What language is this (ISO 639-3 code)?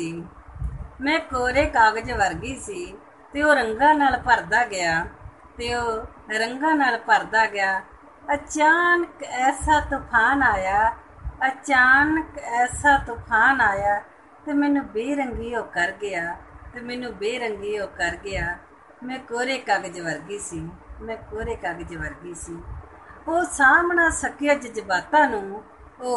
pan